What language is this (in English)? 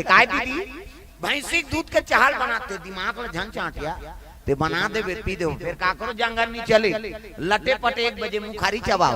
Chhattisgarhi